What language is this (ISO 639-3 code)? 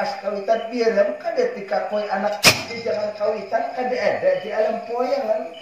bjn